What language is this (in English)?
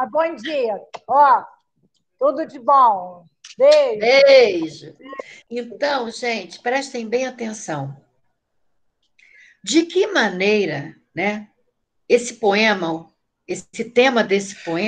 Portuguese